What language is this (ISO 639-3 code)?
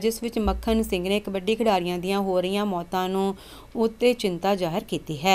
pan